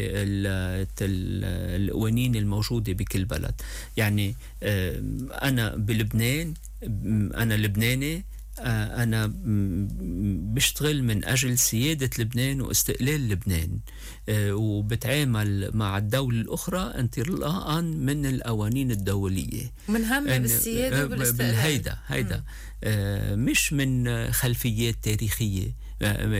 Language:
North Levantine Arabic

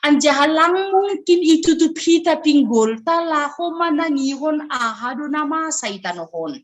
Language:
Batak Simalungun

